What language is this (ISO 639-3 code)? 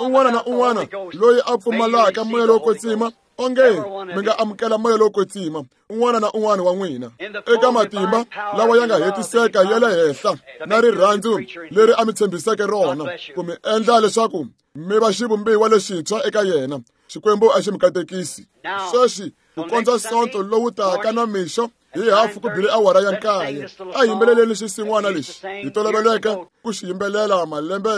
tso